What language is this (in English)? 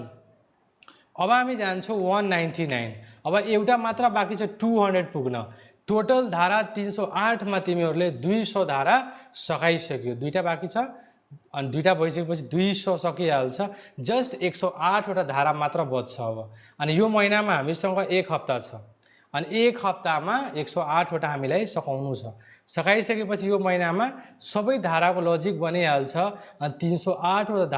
Nepali